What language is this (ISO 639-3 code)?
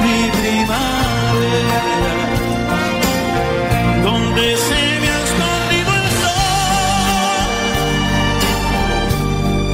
spa